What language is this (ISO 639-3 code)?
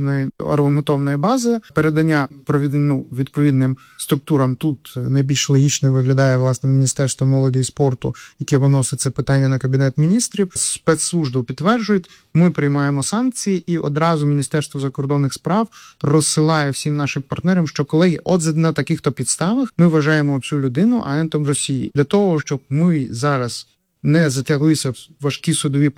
ukr